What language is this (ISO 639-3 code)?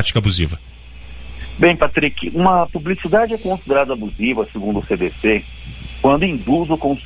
por